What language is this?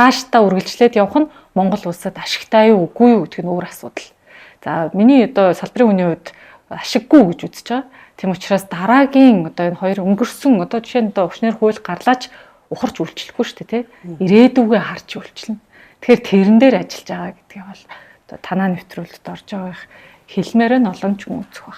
Mongolian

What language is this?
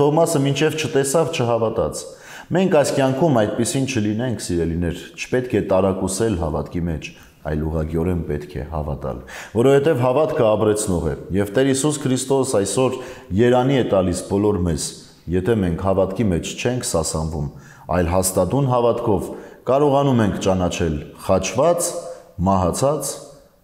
Armenian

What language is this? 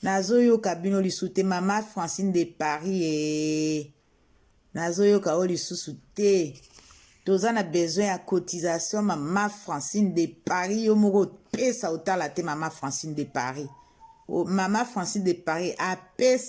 Lingala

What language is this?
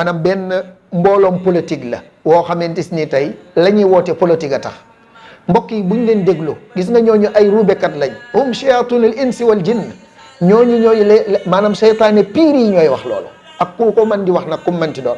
Wolof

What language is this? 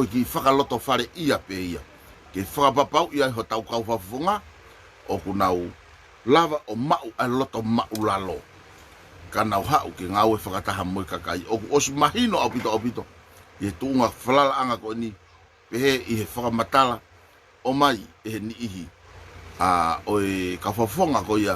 Tongan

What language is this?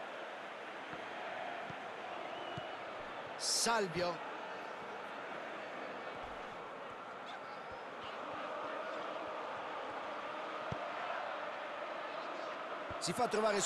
Italian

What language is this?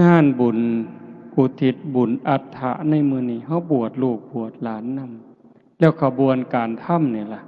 Northeastern Thai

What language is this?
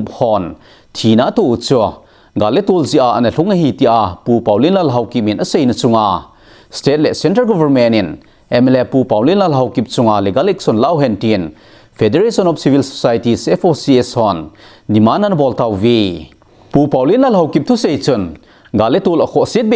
Thado Chin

